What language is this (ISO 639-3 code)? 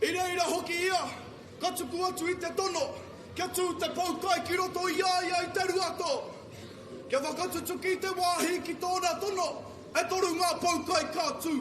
mri